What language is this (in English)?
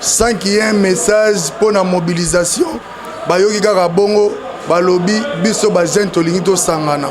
Lingala